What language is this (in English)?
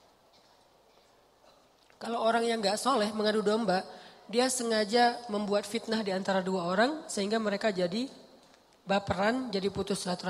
Indonesian